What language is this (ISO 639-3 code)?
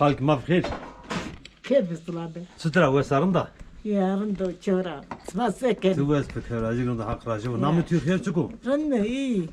zza